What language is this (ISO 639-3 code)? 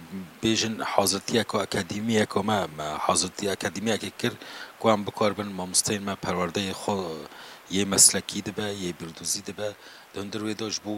kur